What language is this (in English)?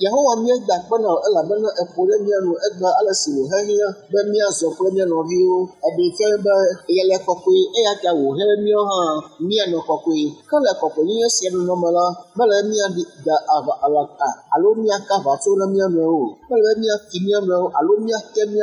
Ewe